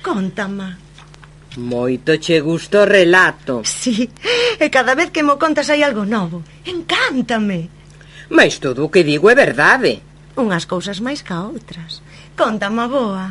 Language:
Galician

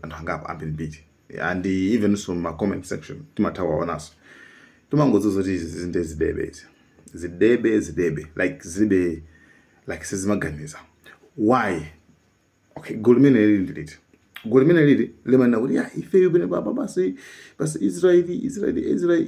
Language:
Nyanja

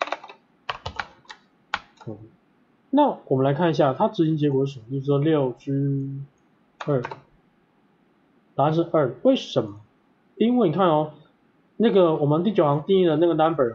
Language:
Chinese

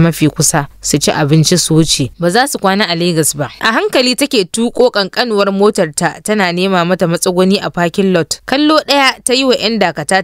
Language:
Hausa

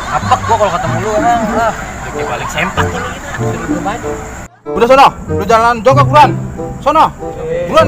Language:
Betawi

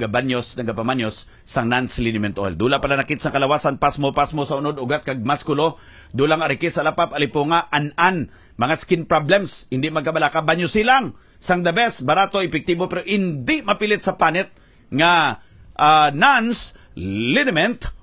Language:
Hiligaynon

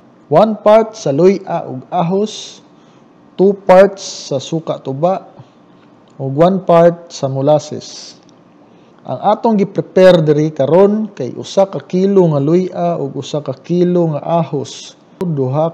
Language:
Cebuano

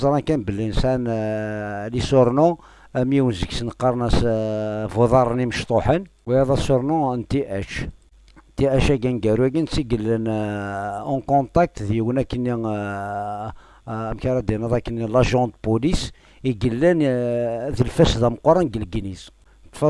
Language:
Kabyle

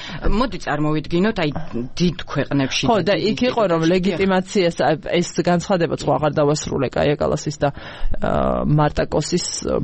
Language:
Georgian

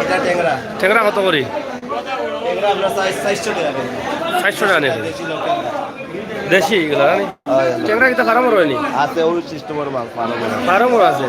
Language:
Sylheti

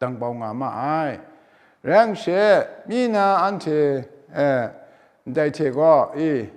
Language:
Kachin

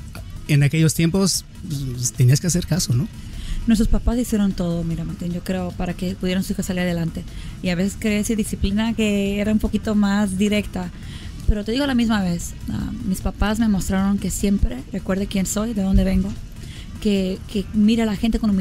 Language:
Spanish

